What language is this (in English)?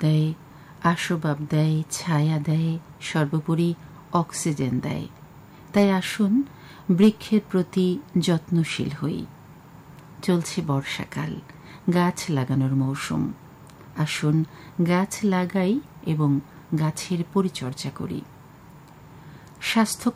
Bangla